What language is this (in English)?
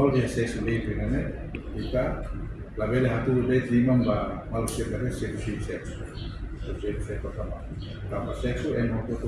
Tetum